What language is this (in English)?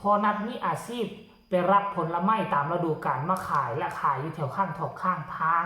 Northeastern Thai